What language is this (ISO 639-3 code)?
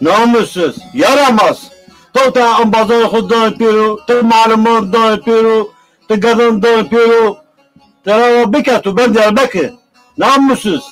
zza